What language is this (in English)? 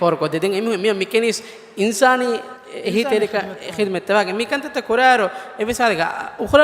Divehi